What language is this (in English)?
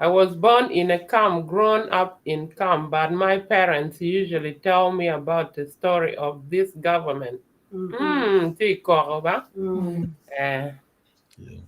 Acoli